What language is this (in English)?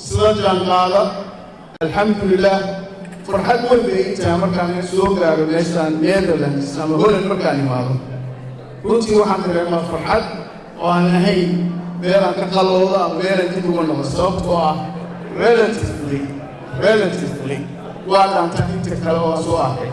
Somali